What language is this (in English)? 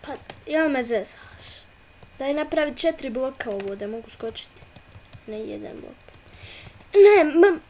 Bosnian